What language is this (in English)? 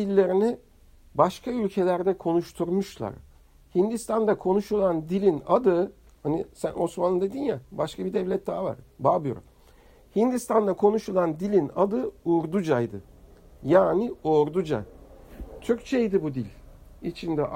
Turkish